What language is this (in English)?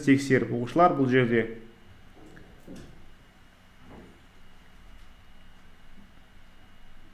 Kazakh